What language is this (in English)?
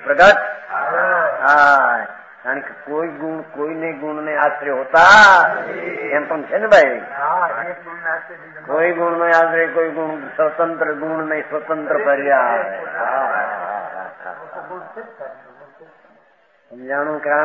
Gujarati